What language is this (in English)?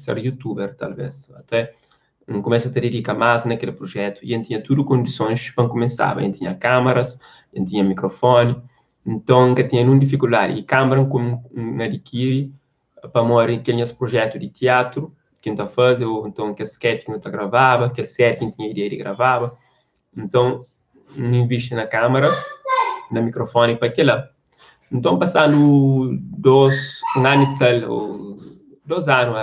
Kabuverdianu